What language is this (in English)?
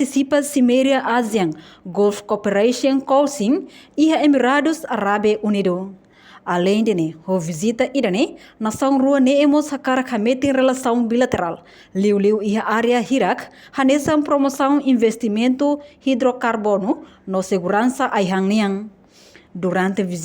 Tetum